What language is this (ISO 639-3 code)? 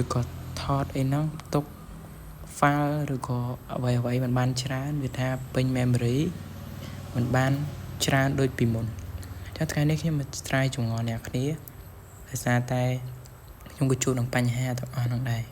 khm